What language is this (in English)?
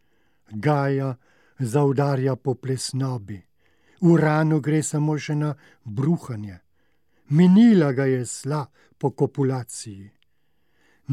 Slovenian